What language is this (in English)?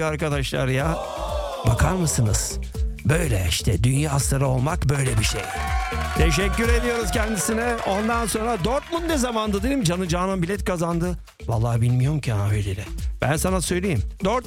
Turkish